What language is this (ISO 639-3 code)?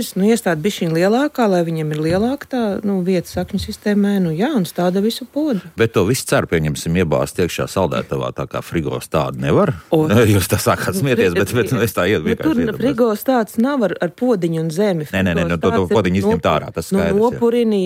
lav